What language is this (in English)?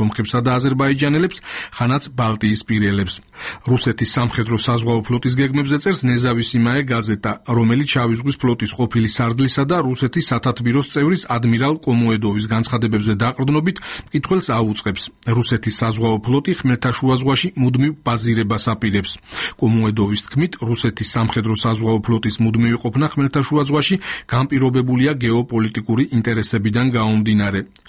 Georgian